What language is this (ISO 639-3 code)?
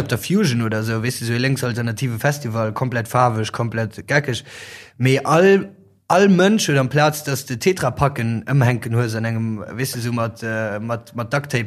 ltz